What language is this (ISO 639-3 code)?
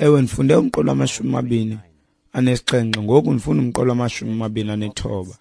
xho